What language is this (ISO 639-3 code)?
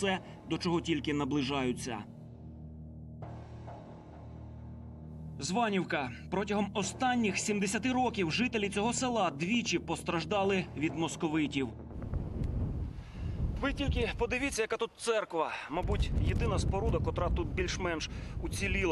ukr